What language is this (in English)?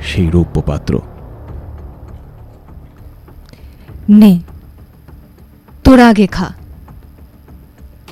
Bangla